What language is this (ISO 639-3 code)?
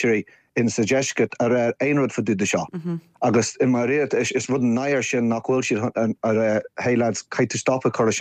gle